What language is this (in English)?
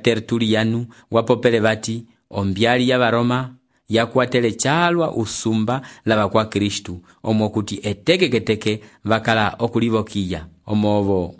Umbundu